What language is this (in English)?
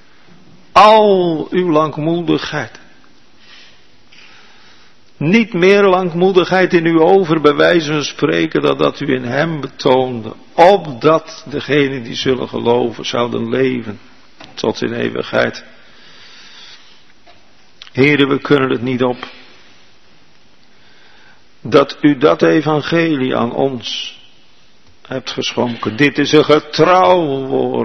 Dutch